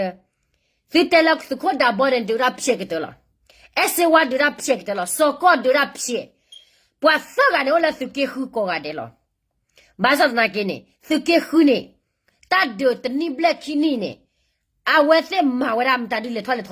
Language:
S'gaw Karen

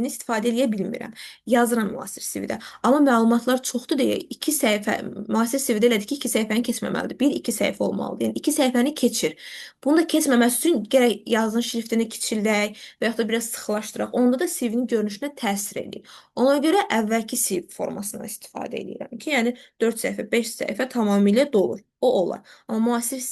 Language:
Azerbaijani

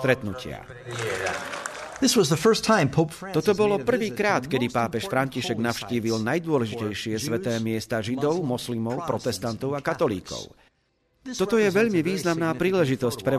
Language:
Slovak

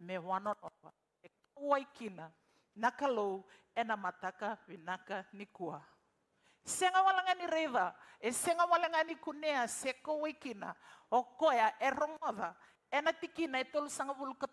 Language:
Fijian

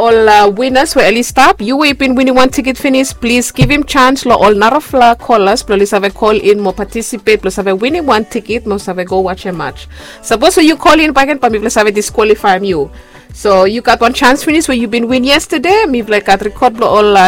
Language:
Bislama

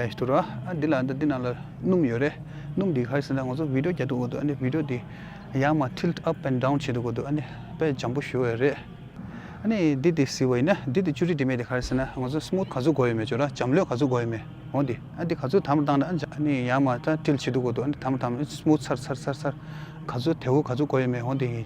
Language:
Tibetan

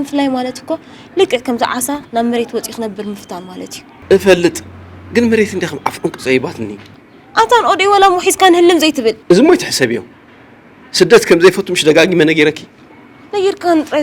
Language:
Tigrinya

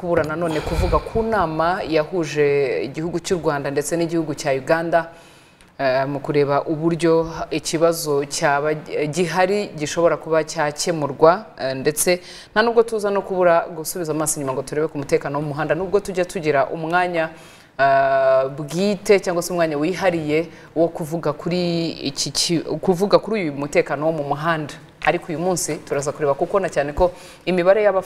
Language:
Kinyarwanda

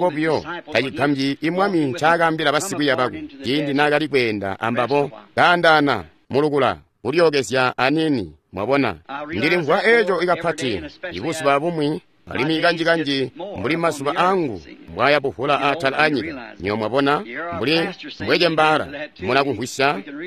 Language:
Tonga (Zambia)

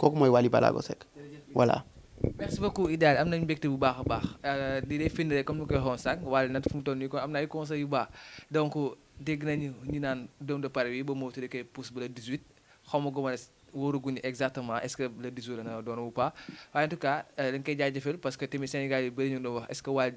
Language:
Wolof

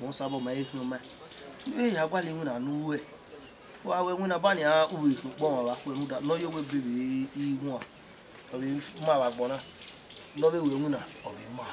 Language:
Bini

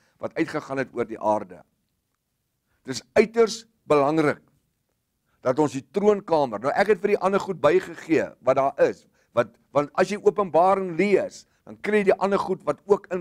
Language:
Afrikaans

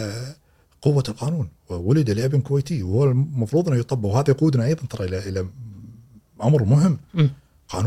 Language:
Gulf Arabic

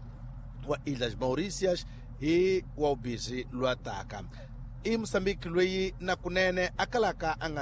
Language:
Tsonga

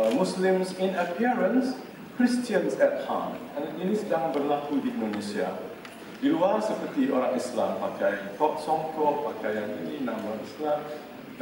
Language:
Malay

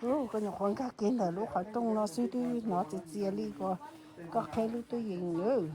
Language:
Hmong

